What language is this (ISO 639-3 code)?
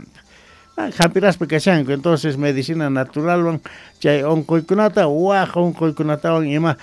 quh